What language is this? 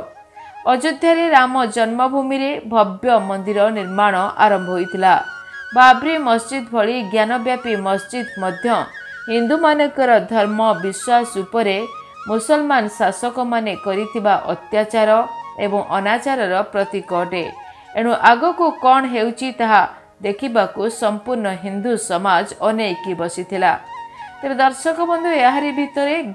Odia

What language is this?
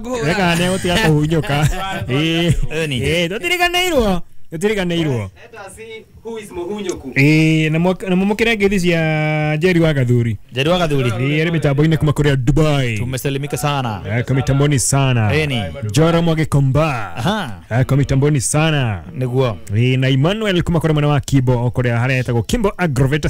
Kikuyu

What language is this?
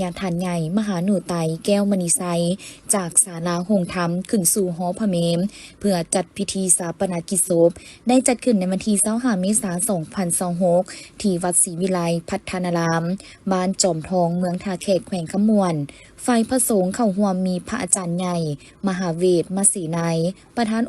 Lao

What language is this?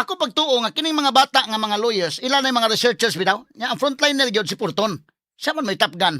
Cebuano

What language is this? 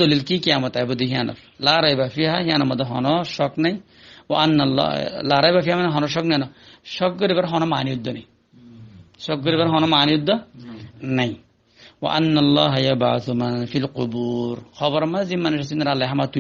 Rohingya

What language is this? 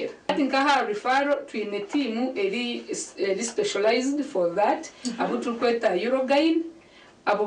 Nyankole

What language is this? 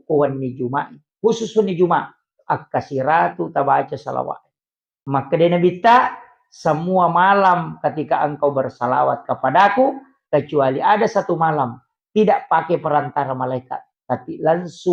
Buginese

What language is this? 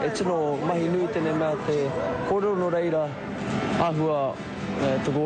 Māori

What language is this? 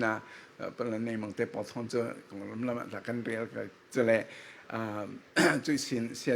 Falam Chin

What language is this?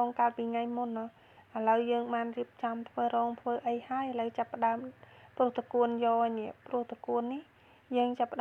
Khmer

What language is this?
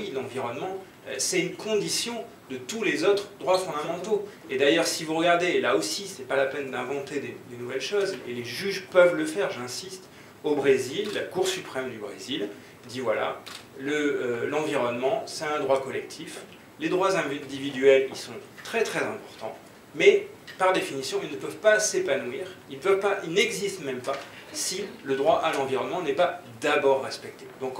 French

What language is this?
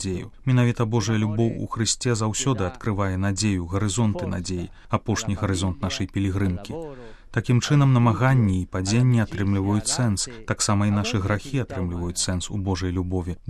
Belarusian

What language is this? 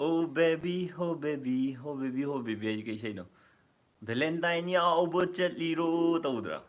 Manipuri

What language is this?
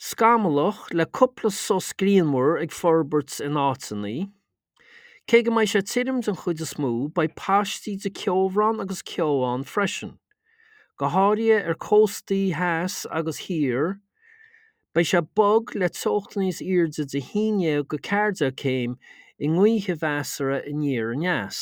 Irish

